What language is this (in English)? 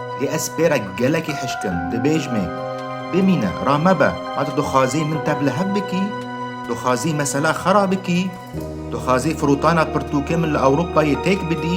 Kurdish